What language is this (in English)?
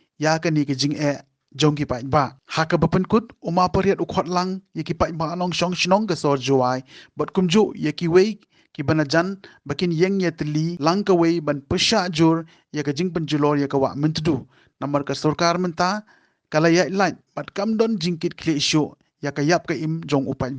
Khasi